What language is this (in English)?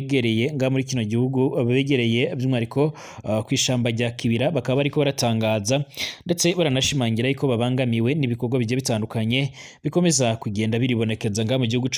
Rundi